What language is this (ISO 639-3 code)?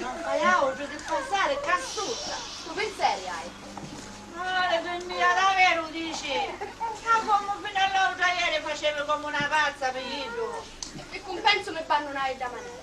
scn